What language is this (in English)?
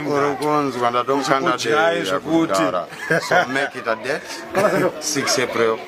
Shona